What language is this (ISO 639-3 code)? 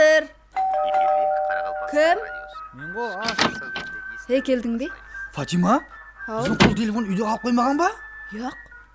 kaa